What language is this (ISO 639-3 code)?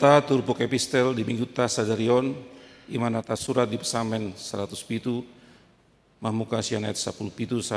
bbc